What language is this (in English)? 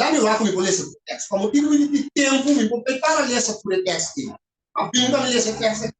Papiamento